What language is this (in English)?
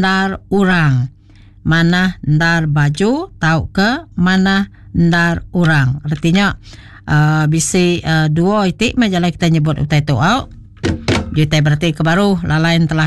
Iban